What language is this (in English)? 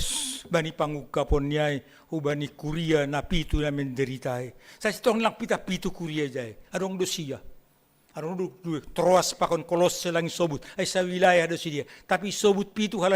Batak Simalungun